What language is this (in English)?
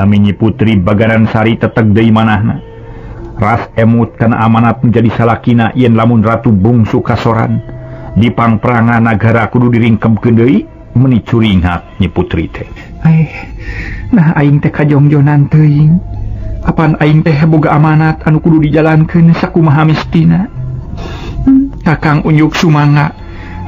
Sundanese